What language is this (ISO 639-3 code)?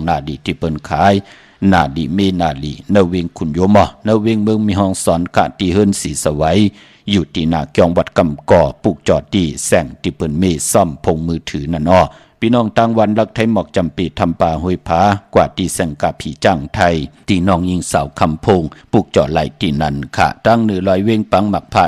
shn